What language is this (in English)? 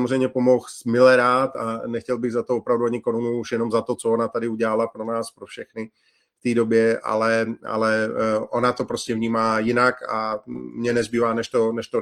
Czech